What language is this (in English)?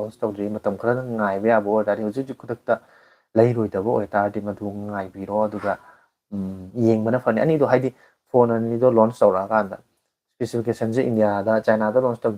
Manipuri